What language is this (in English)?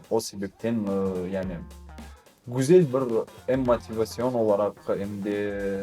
Crimean Tatar